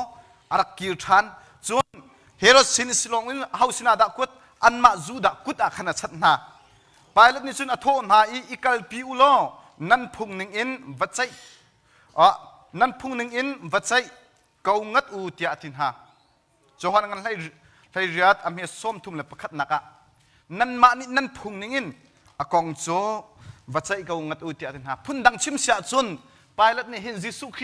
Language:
Hakha Chin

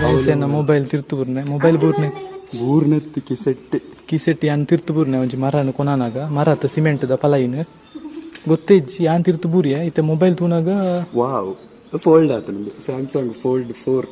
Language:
Tulu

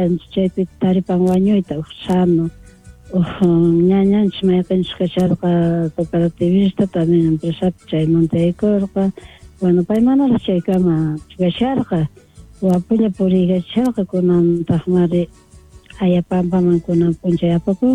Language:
Quechua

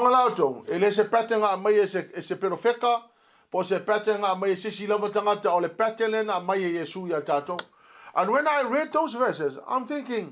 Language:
Samoan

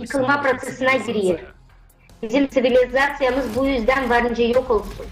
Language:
Gagauz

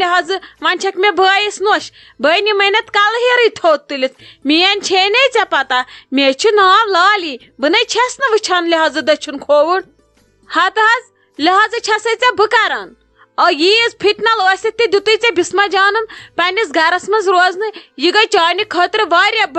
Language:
Kashmiri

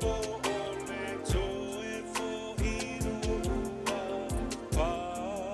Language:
Samoan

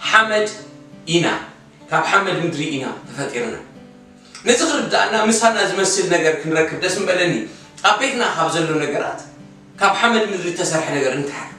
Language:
Tigrinya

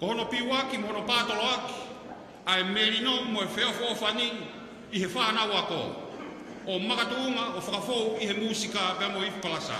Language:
Tongan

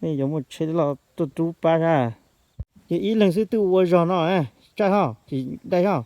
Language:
Hmong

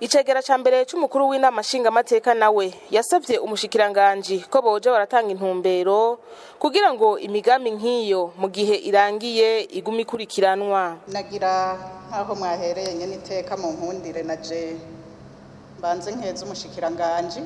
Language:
Rundi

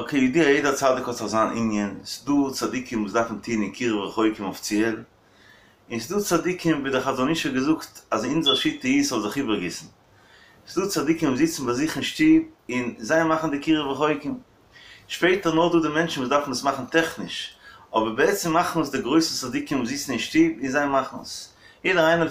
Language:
Yiddish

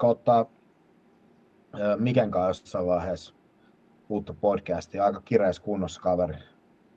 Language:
Finnish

